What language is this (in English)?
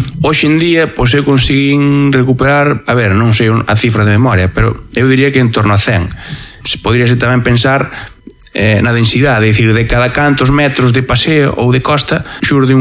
Galician